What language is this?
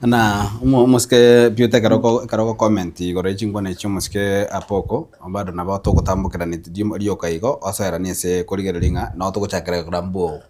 Gusii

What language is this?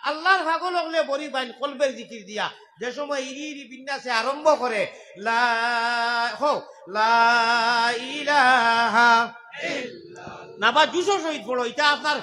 Sylheti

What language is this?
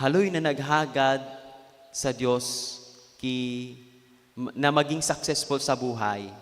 Bikol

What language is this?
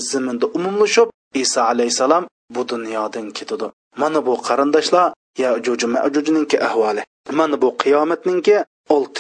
Uyghur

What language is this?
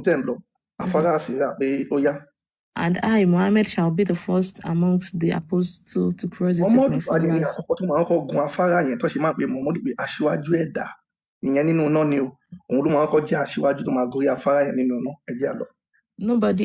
Yoruba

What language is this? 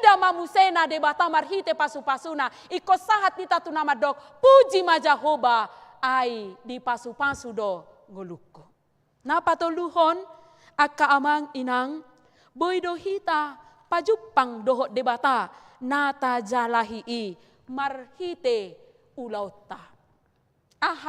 Batak Toba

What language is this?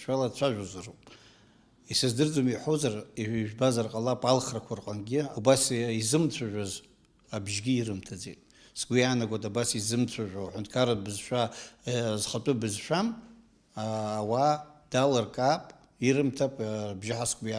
Abkhazian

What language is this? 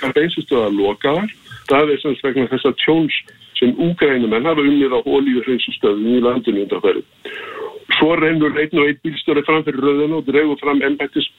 Icelandic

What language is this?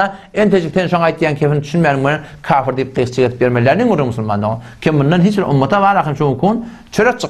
Turkmen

